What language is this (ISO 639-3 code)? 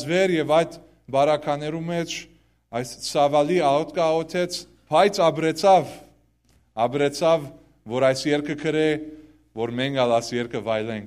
hyw